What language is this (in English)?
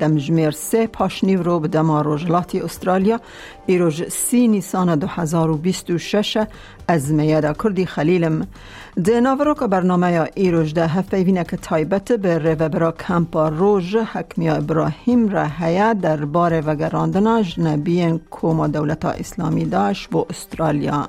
Kurdish